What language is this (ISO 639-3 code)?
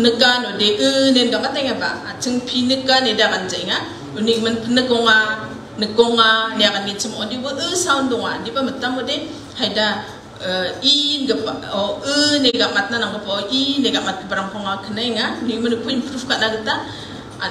grt